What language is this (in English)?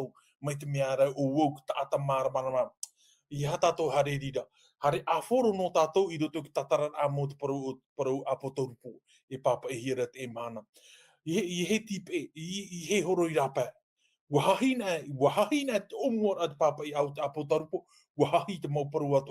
Tahitian